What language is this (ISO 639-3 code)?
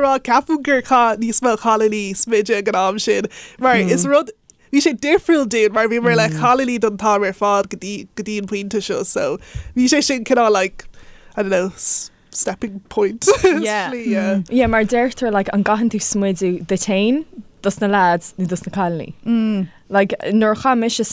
gle